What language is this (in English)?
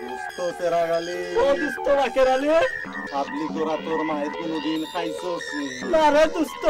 Sylheti